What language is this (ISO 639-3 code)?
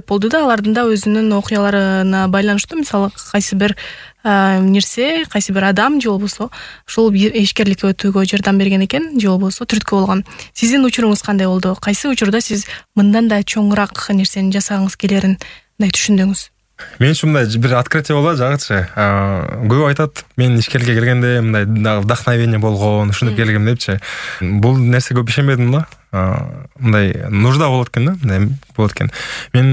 kir